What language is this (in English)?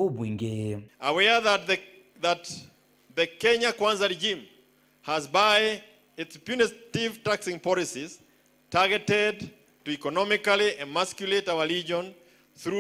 Meru